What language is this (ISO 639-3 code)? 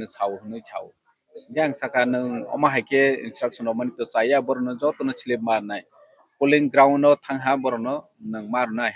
trp